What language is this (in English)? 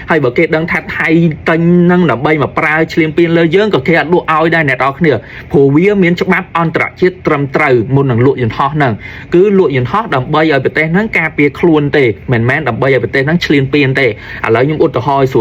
Khmer